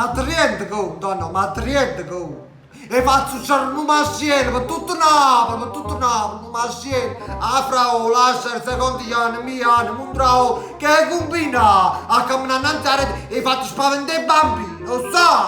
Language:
Neapolitan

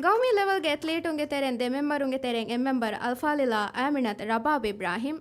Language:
Divehi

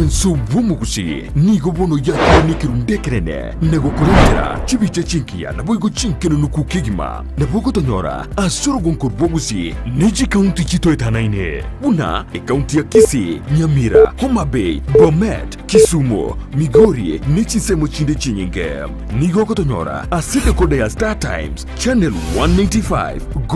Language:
Gusii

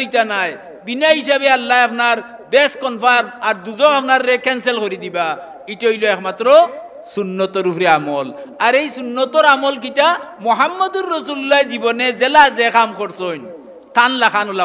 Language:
Sylheti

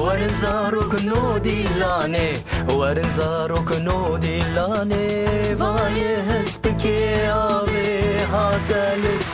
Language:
Kurdish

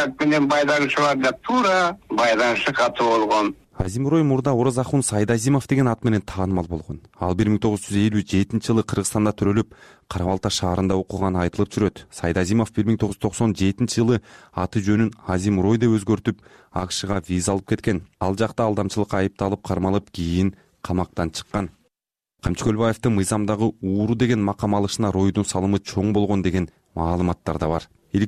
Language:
Kyrgyz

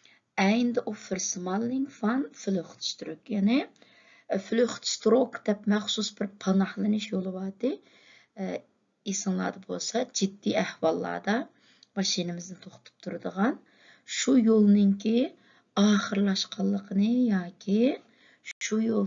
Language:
Uyghur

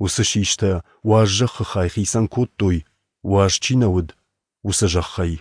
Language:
Ossetic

